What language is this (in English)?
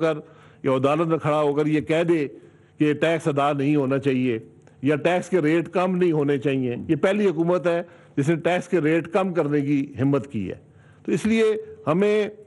Urdu